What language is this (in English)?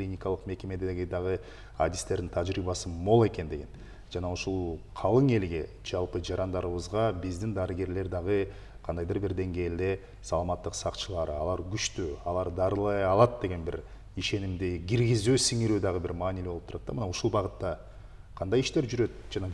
Kyrgyz